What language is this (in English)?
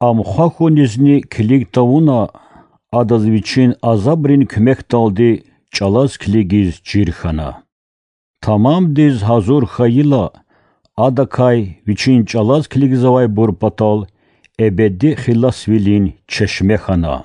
Lezghian